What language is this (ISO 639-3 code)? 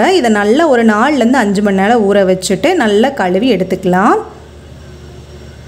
tam